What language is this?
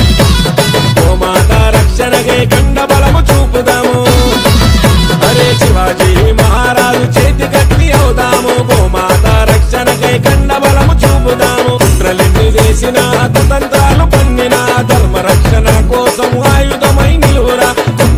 Telugu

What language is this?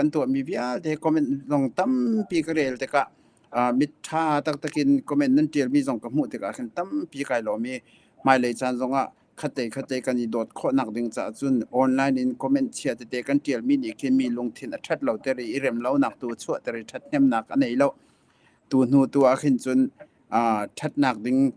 Hakha Chin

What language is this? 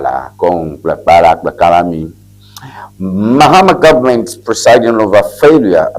Ewe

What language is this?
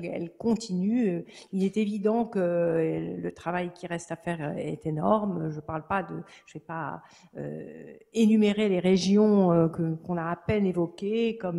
French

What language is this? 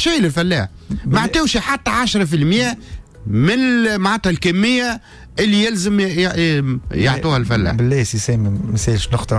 Tunisian Arabic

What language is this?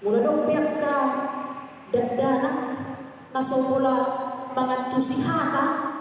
Batak Toba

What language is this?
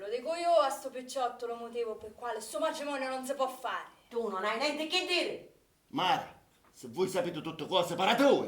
Sicilian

